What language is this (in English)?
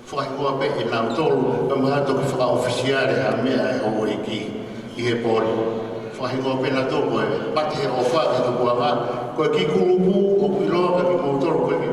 Tongan